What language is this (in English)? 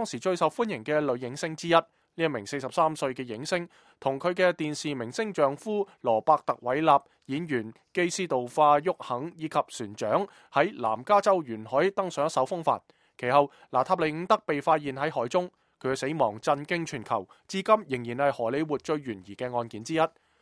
Cantonese